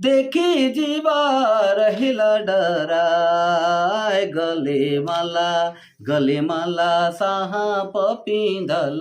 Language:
Sadri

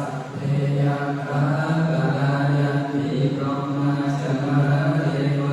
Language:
Pali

